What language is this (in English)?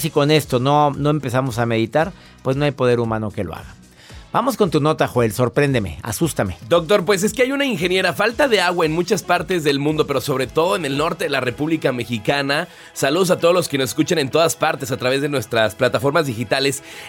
Spanish